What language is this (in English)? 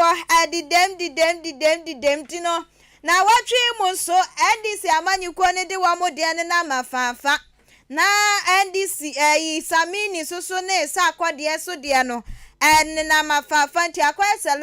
Akan